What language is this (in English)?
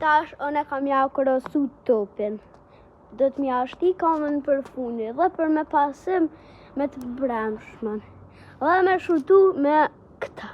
Albanian